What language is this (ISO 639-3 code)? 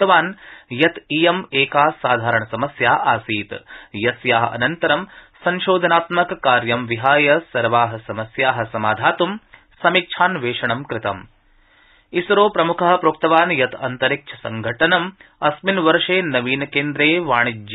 san